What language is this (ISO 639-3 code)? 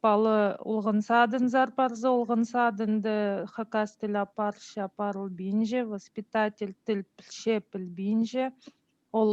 kjh